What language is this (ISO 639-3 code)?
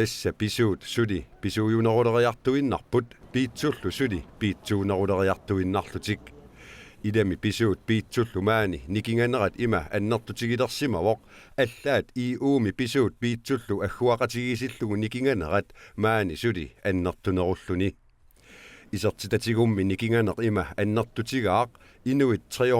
kal